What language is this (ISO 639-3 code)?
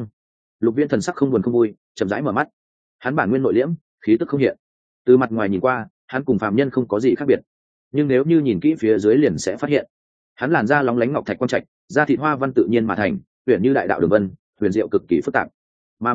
vie